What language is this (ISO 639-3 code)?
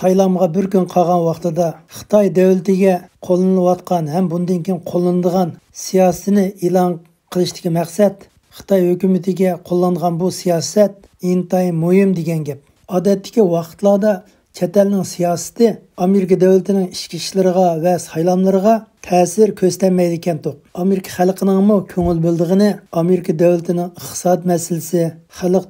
uig